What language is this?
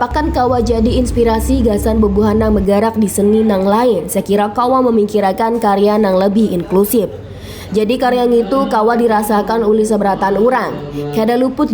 Banjar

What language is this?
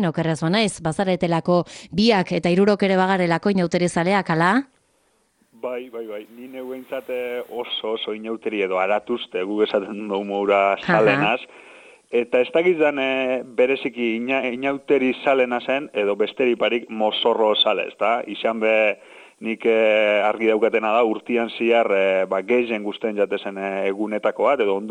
Basque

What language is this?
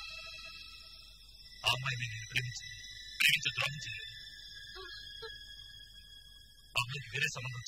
Telugu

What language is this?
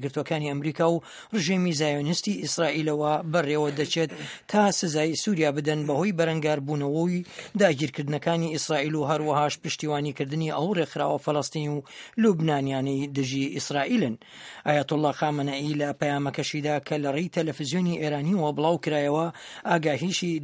Central Kurdish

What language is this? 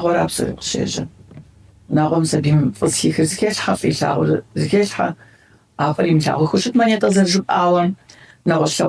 Kabardian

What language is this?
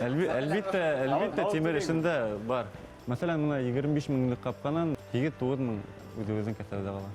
Bashkir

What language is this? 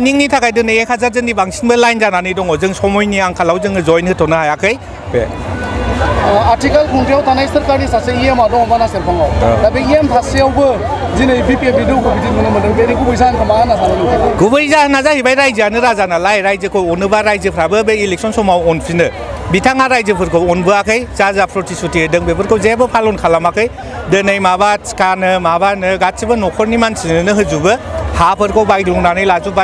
Bodo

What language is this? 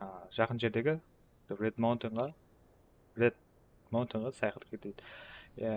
Kara-Kalpak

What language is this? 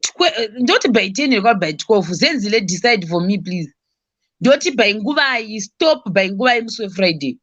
Shona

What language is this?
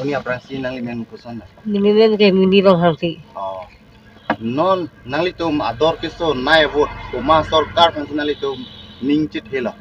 Karbi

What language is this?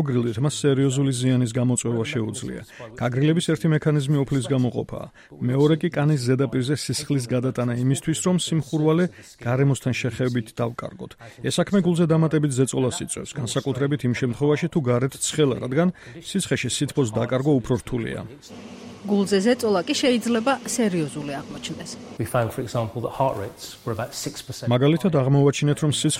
Georgian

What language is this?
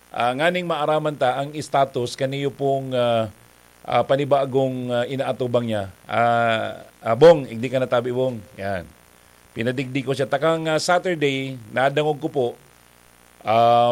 Bikol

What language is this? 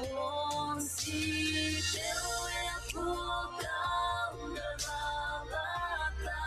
Gilbertese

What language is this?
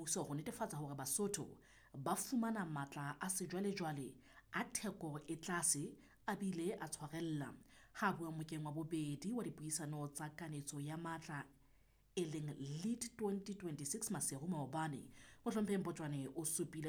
Southern Sotho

